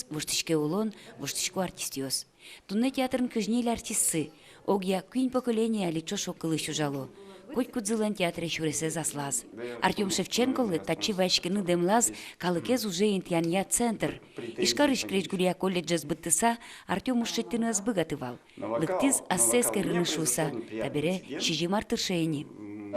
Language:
Udmurt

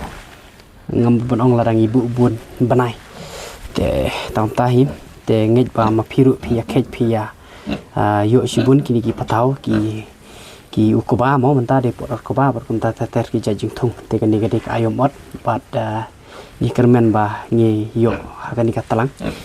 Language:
Khasi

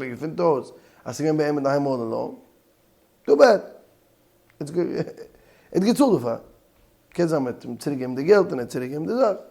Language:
Yiddish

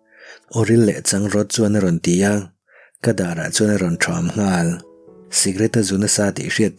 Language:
Mizo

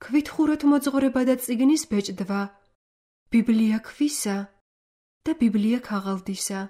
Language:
Georgian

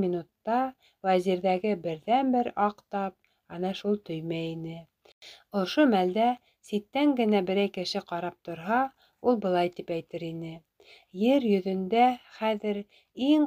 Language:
Bashkir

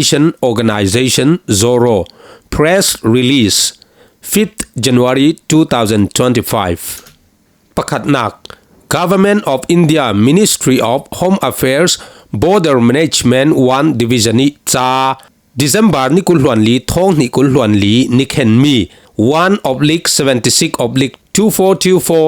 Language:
Falam Chin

